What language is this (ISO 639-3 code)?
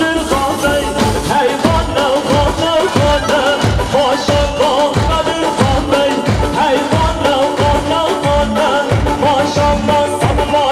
kur